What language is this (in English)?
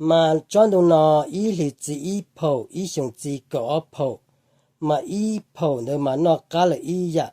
Hmong